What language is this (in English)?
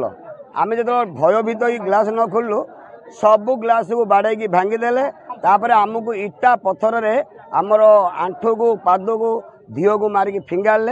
Odia